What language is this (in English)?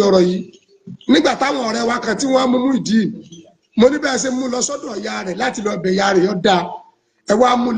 Yoruba